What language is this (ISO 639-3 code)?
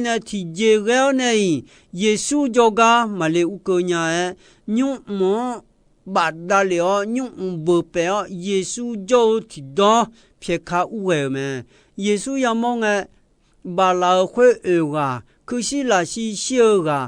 ahk